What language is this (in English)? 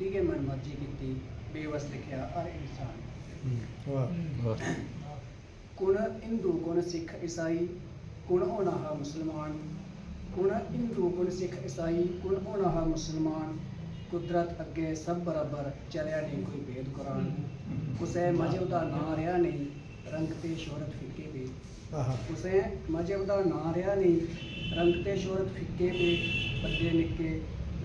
Dogri